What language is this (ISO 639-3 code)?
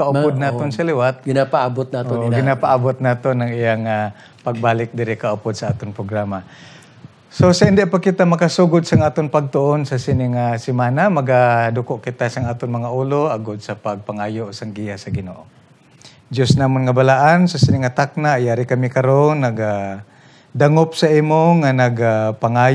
hil